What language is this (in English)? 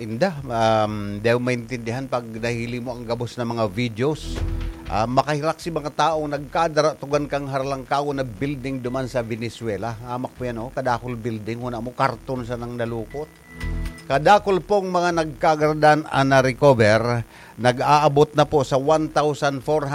Bikol